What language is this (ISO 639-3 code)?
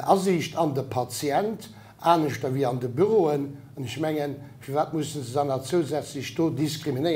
ltz